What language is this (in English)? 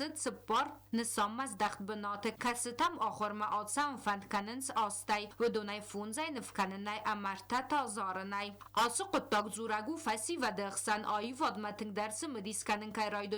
Ossetic